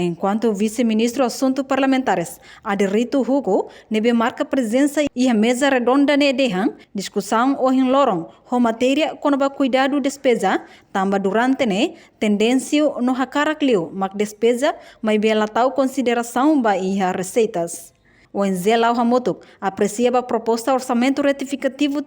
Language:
Tetum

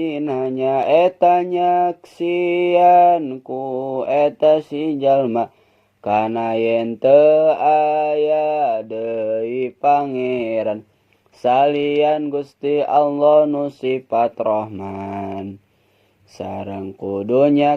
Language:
Sundanese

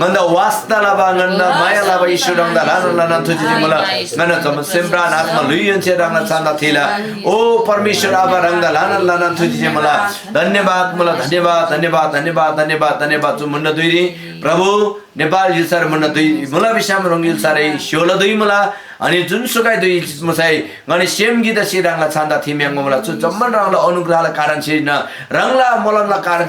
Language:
Eastern Tamang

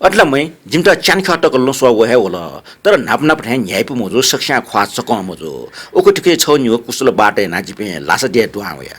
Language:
Newari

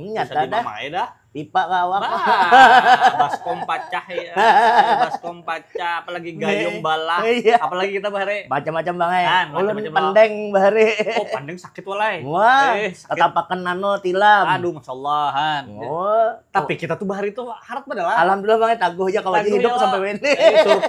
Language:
Banjar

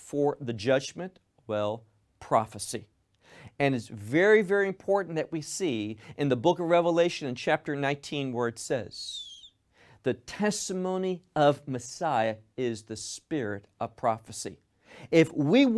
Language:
English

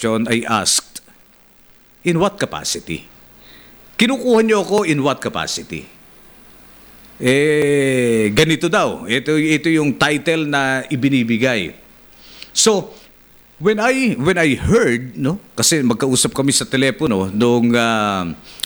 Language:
Filipino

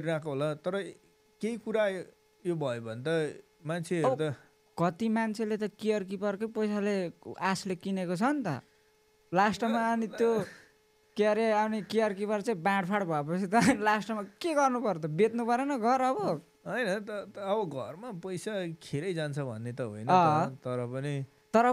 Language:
Nepali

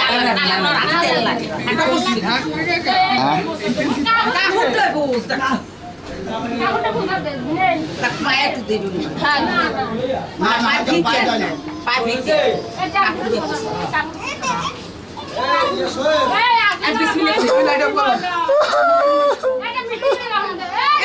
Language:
Bangla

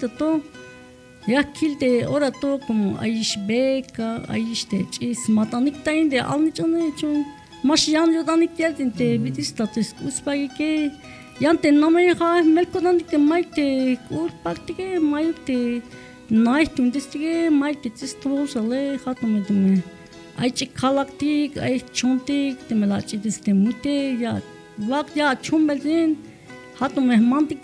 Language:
Tzeltal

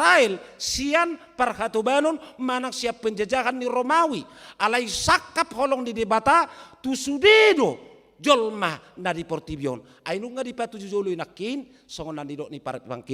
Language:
Batak Toba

